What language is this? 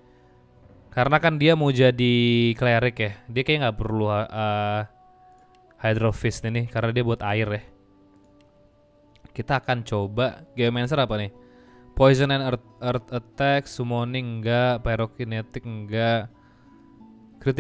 Indonesian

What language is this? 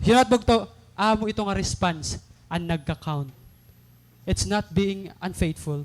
Waray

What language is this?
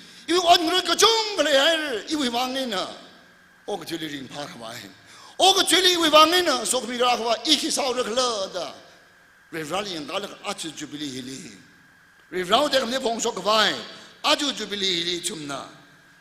Tangkhul Naga (India)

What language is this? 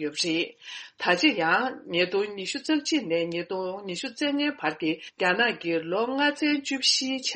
Tibetan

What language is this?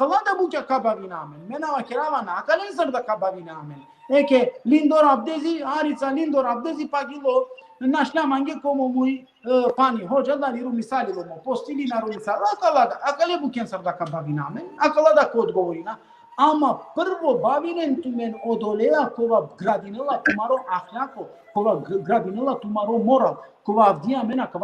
Balkan Romani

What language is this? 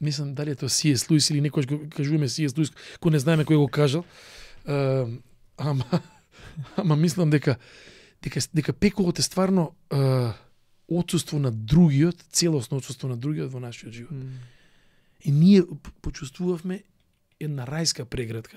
Macedonian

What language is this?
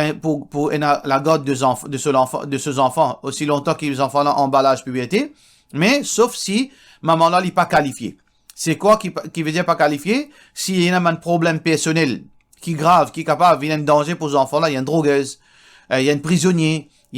Morisyen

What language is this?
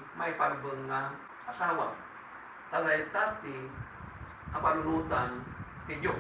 Iloko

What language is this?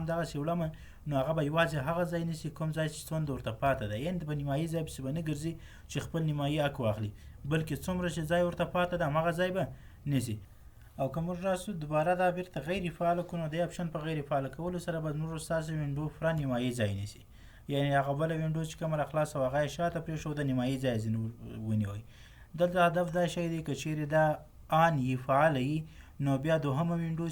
Pashto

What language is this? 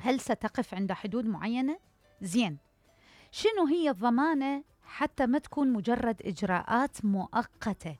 Mesopotamian Arabic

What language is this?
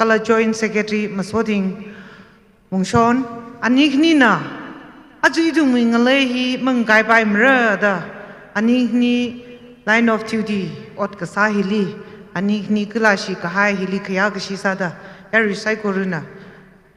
Tangkhul Naga (India)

